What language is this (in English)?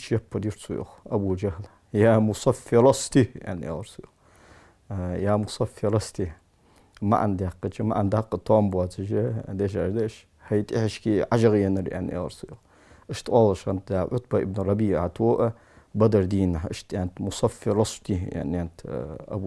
Ingush